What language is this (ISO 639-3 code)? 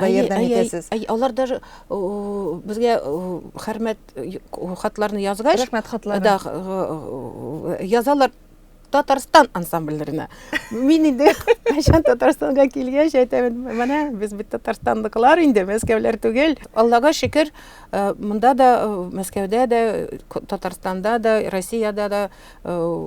tat